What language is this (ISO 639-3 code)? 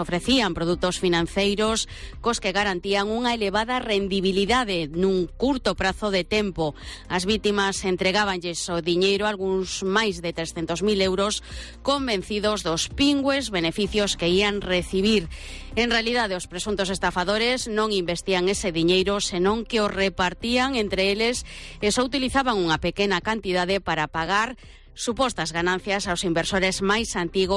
glg